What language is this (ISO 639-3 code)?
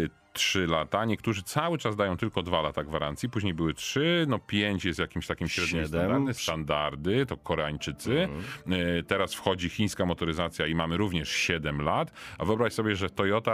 pol